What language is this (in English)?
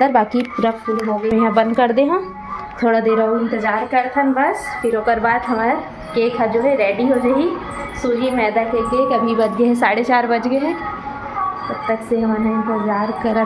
Chhattisgarhi